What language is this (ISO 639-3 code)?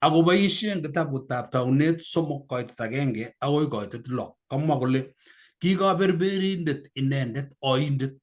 kln